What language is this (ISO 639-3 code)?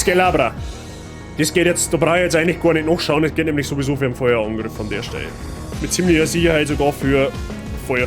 bar